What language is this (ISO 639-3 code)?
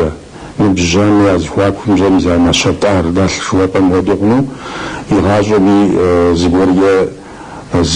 kbd